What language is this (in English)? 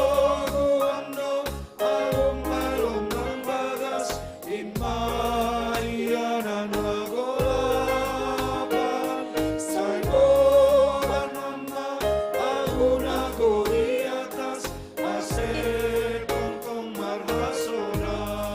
Batak Simalungun